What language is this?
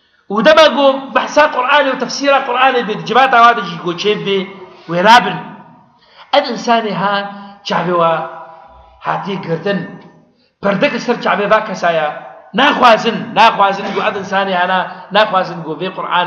Kurdish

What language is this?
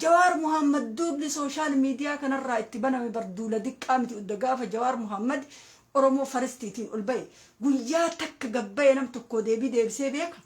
Oromo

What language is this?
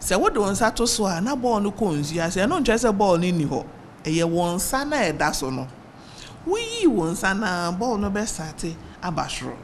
Akan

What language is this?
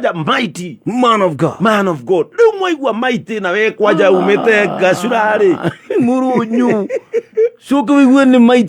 Kikuyu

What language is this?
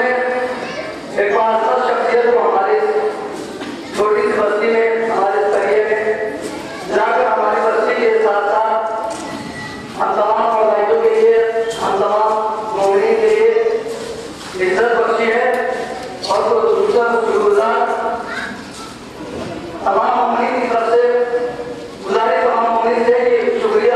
Urdu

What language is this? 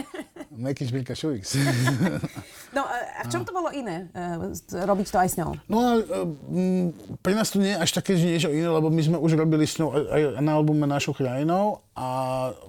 Slovak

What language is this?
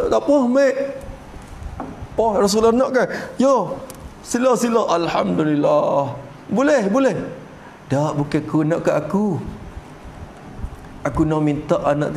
Malay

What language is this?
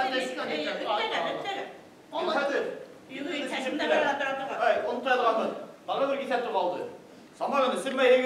Bashkir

